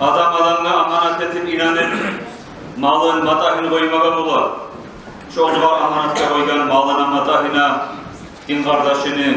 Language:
Kumyk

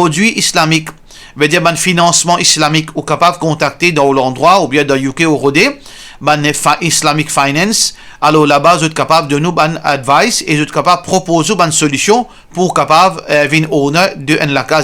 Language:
Morisyen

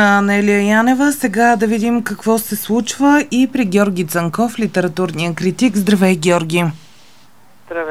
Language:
Bulgarian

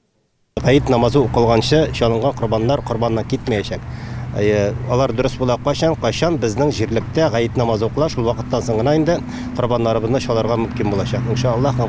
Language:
Tatar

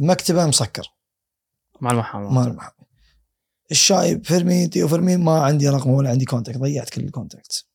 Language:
Gulf Arabic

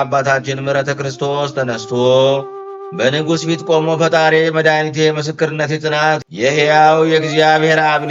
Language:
Amharic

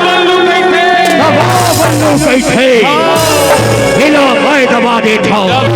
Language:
Chhattisgarhi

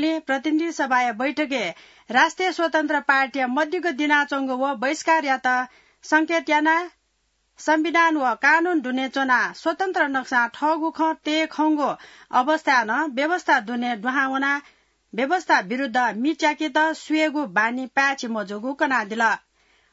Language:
Newari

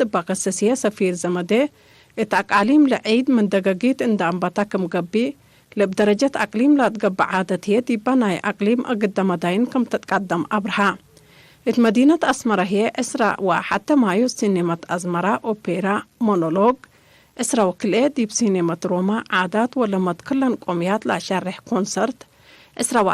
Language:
Tigre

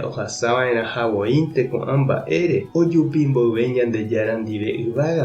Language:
Guarani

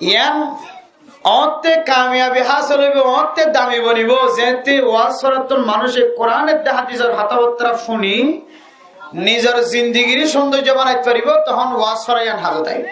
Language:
Rohingya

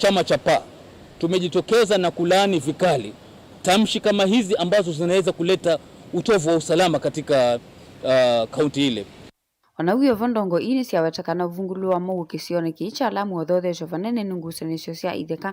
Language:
Kamba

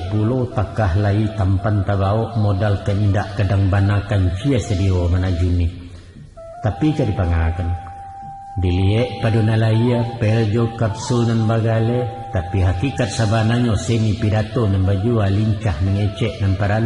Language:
Minangkabau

